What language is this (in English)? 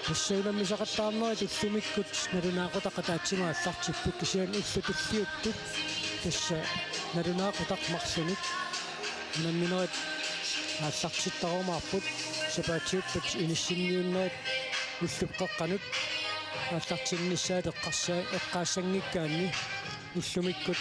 Kalaallisut